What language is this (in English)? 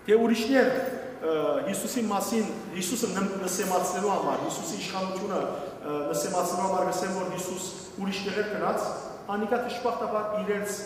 Western Armenian